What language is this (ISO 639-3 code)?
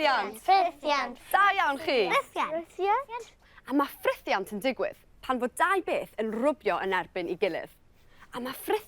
cym